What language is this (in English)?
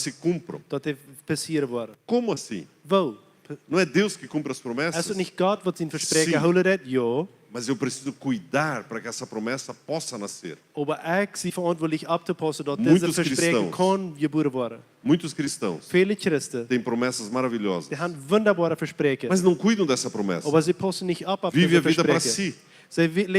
Plautdietsch